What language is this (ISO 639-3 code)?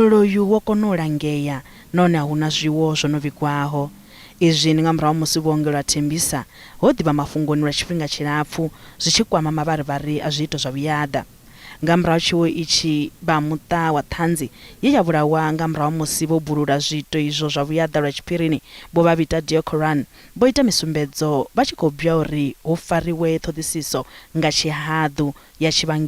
ven